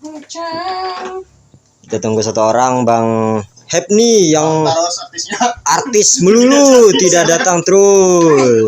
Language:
Banjar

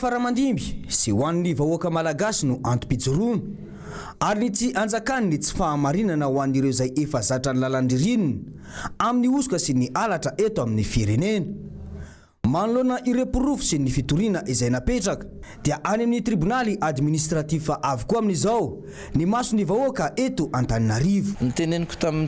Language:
Malagasy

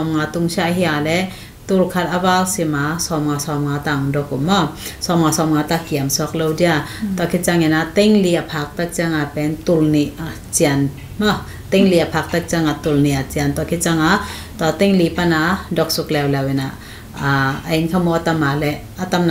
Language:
Tedim Chin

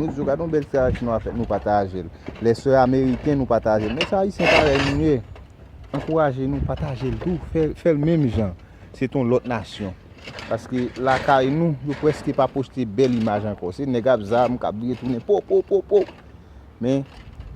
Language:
Haitian Creole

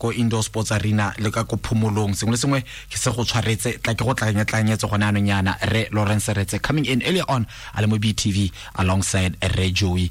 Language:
Tswana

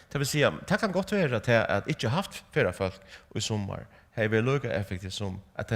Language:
Faroese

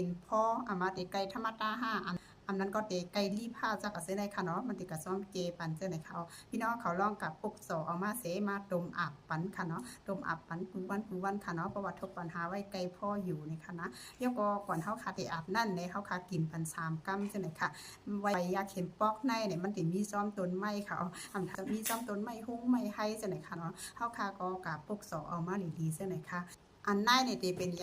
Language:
Shan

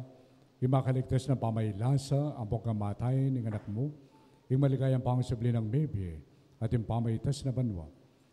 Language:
Pampanga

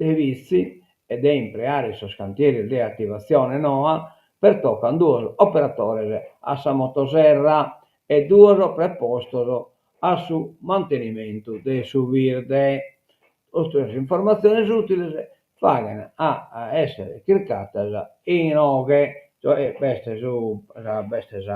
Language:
Sardinian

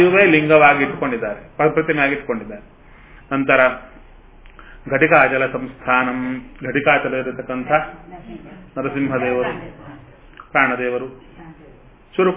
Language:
Kannada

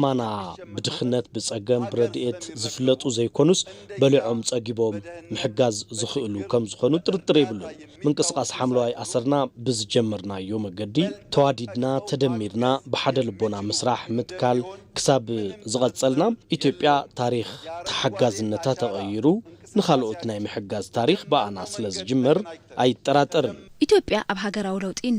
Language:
Tigrinya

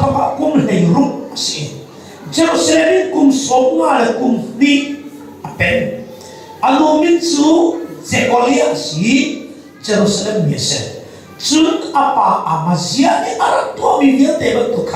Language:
Hakha Chin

